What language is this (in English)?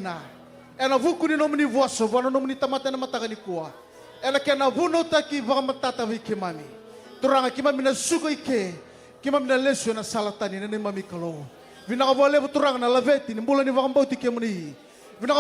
Fijian